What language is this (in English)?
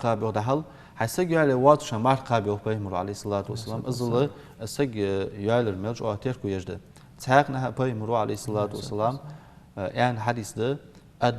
Ingush